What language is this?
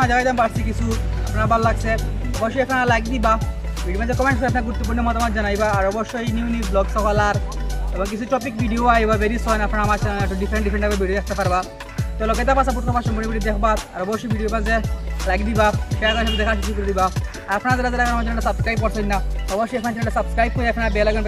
Sylheti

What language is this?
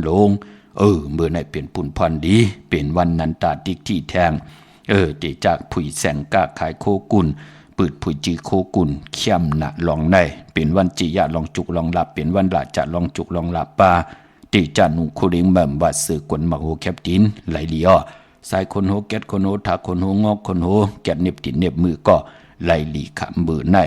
Shan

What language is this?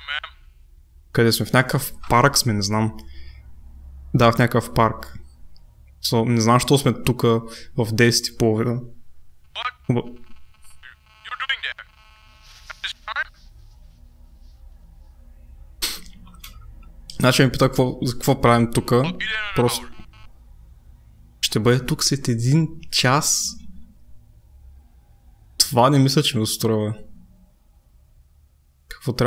Bulgarian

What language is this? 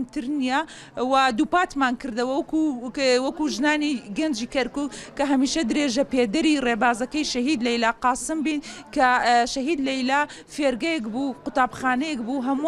Central Kurdish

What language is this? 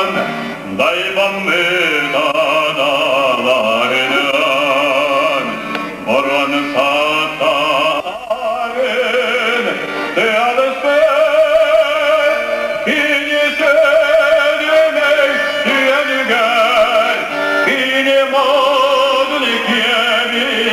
Yakut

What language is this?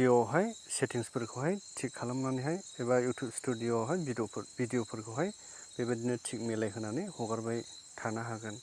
Bodo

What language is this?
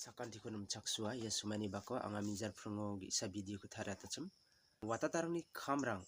Garo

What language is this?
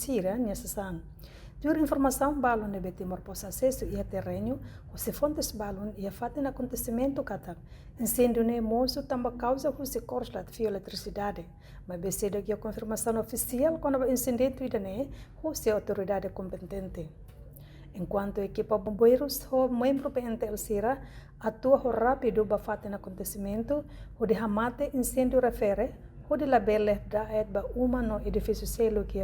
Tetum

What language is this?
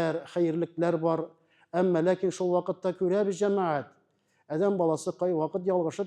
Tatar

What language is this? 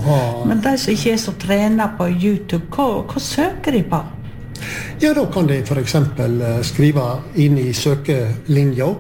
Norwegian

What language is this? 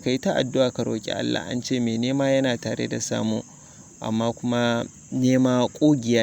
Hausa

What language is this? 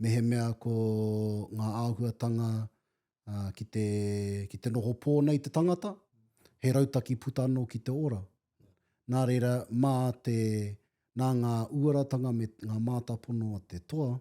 Māori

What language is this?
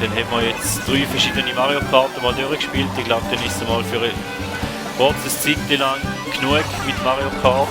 Swiss German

